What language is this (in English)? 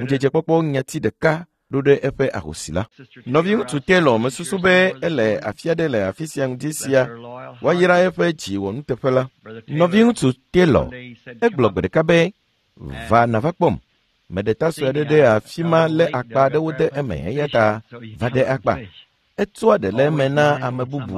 Ewe